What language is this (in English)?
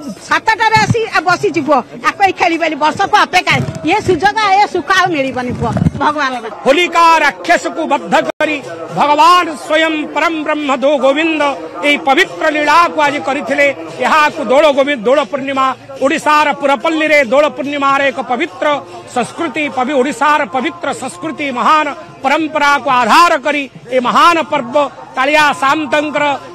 Odia